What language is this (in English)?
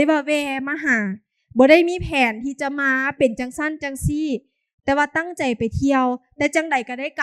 Lao